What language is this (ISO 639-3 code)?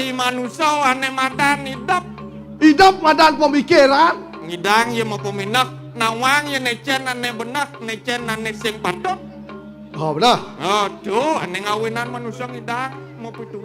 ban